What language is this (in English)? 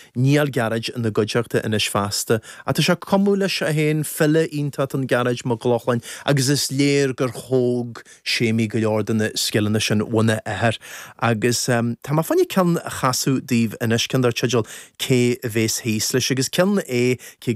Irish